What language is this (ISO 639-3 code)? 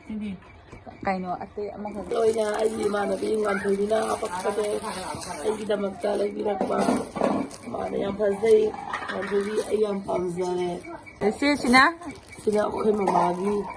mni